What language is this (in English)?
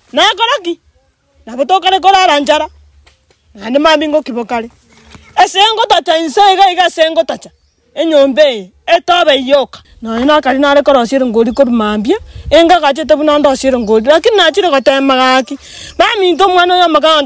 Gusii